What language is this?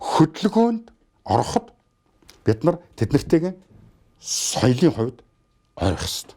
Mongolian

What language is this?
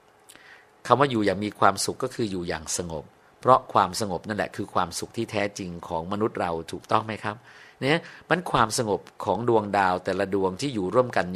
Thai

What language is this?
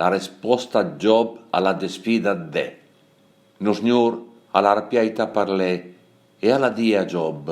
Piedmontese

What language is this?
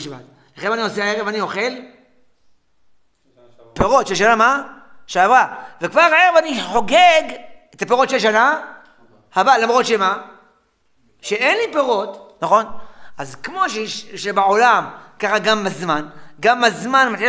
Hebrew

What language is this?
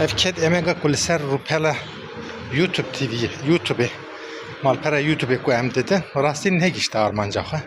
Kurdish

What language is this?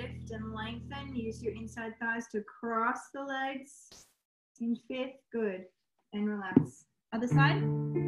English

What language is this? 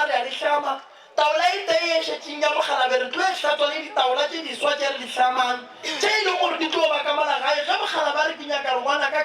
Northern Sotho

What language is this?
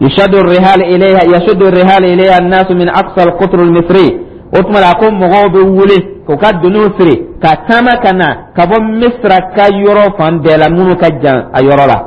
Dyula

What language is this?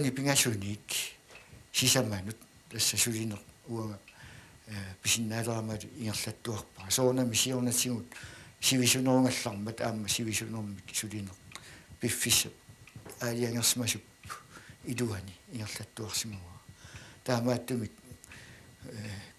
Kalaallisut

